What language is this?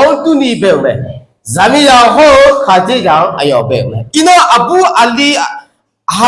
Akha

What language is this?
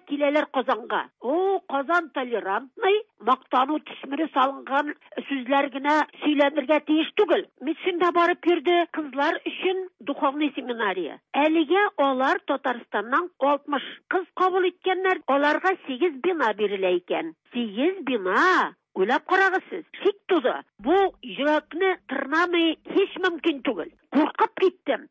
Tatar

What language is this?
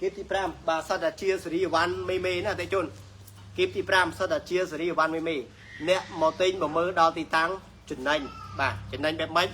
Khmer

